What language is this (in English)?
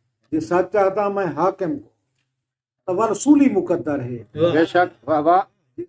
Saraiki